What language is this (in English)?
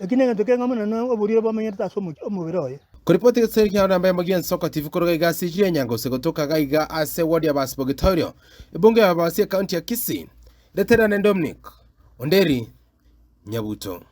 Gusii